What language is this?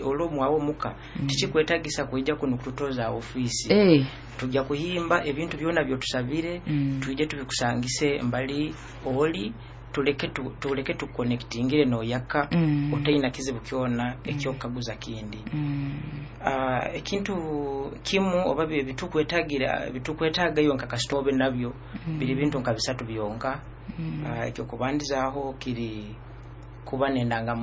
Nyoro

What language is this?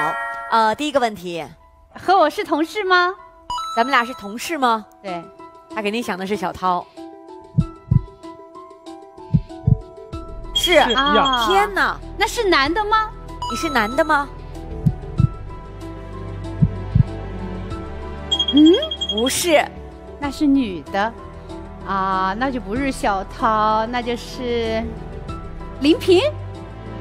Chinese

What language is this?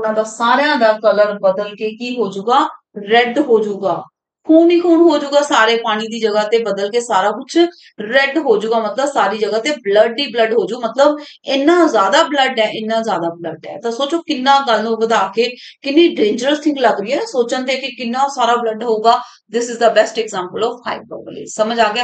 Punjabi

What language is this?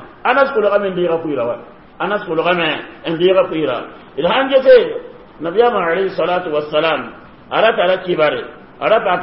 Mossi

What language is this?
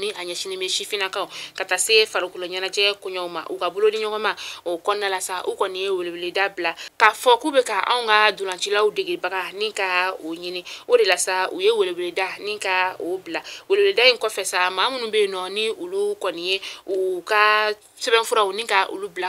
Bambara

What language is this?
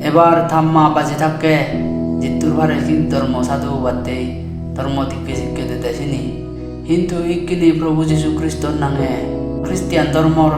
Chakma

